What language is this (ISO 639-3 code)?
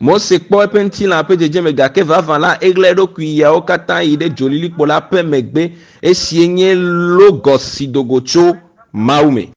ewe